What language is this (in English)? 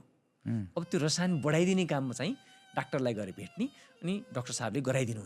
Nepali